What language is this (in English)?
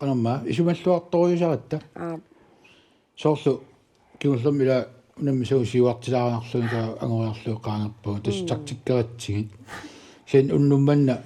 Kalaallisut